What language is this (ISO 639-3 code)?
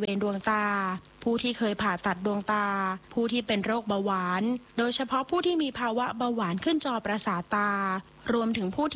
tha